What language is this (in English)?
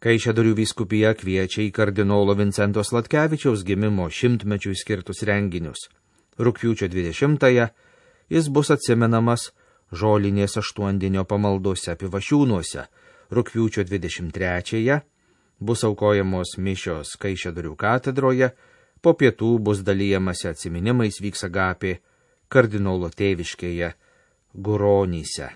Lithuanian